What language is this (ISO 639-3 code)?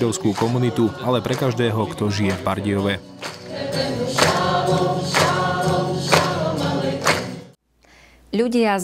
slk